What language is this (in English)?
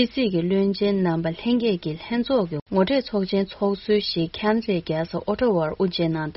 Tibetan